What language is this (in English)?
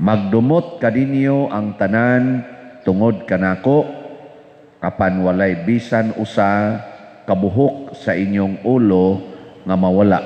Cebuano